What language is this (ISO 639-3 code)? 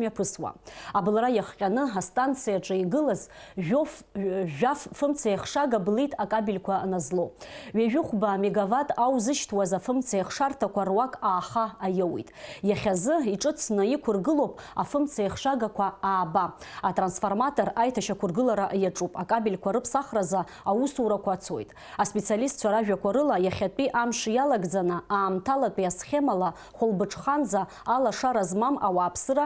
abk